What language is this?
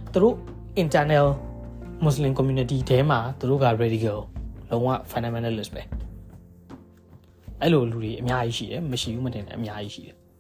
Burmese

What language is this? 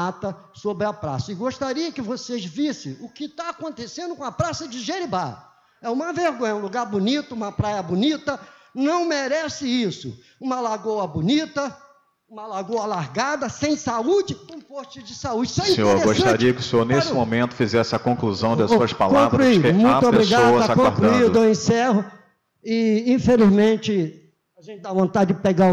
Portuguese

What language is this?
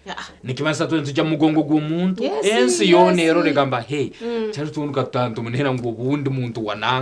Nyankole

